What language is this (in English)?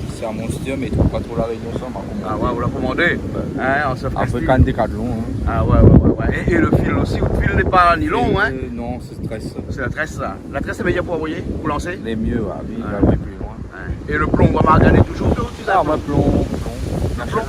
Réunion Creole French